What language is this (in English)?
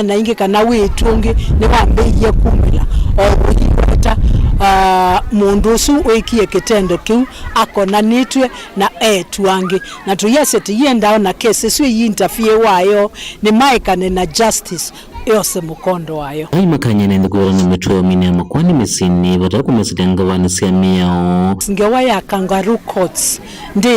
Kamba